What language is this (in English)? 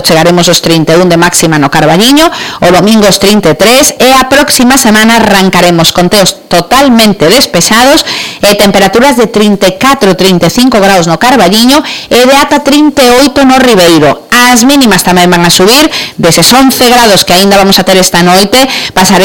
Galician